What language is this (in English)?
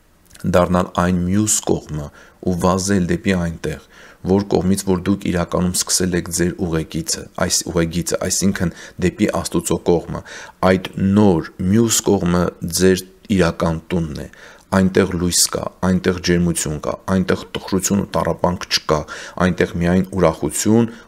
Armenian